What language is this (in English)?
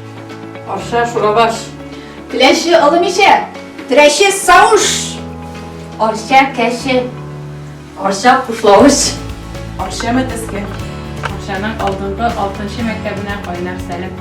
Tatar